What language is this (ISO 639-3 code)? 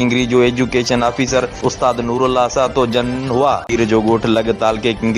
snd